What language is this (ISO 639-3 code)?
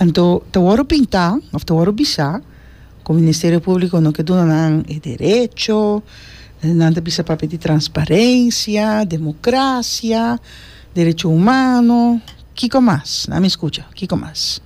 pap